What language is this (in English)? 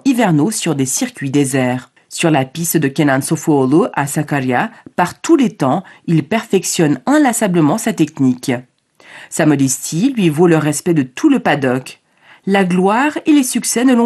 French